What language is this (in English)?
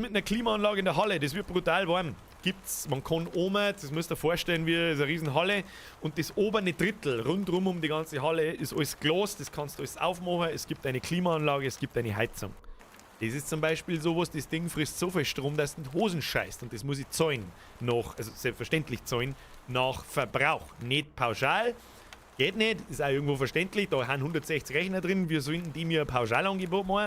Bavarian